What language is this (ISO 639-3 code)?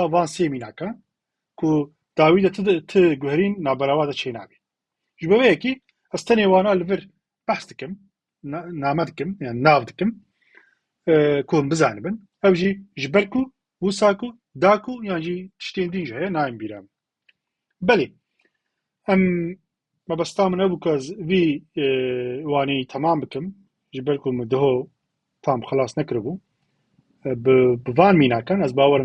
kur